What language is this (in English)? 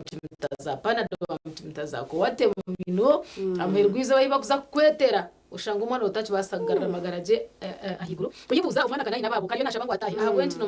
Nyankole